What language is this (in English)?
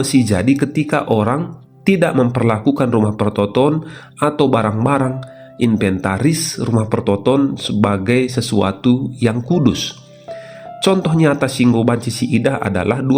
Batak Karo